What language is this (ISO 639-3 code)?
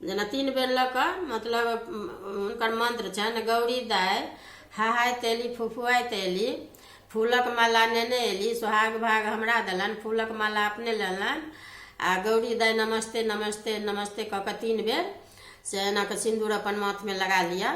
mai